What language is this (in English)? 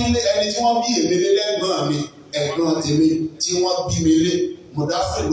Yoruba